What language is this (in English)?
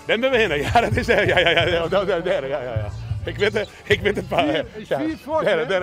Western Frisian